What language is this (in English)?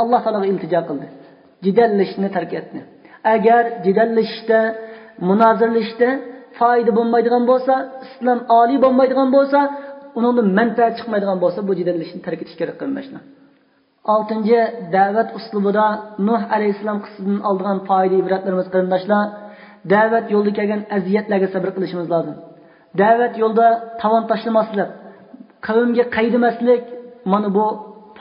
Uyghur